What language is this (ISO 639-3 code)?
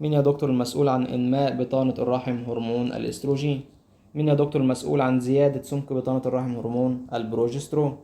arz